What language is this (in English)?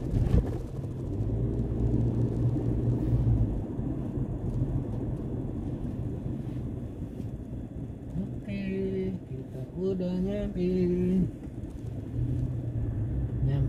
Indonesian